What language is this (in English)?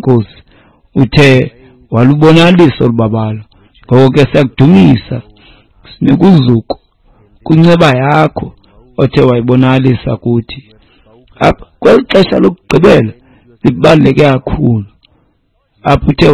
Xhosa